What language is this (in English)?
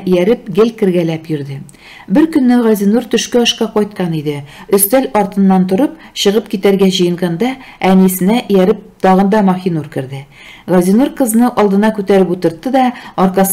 Tatar